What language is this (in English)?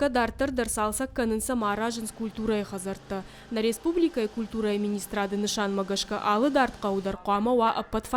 Ossetic